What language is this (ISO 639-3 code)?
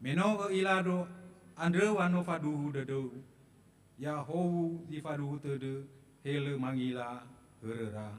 nia